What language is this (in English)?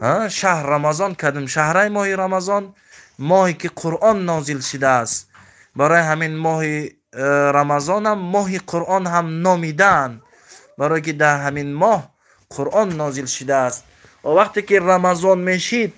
Tajik